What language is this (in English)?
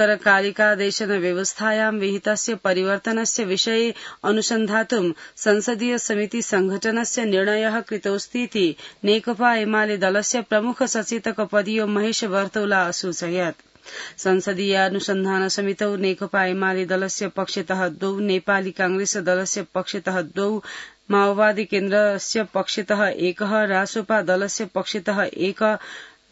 Sanskrit